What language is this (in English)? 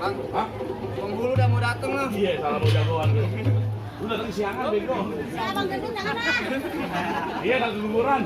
Betawi